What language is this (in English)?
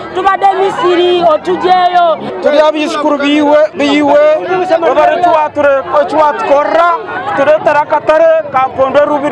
Nyankole